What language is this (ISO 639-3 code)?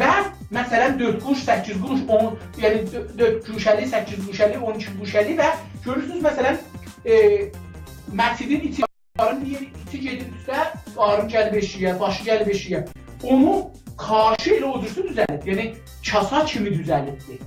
azb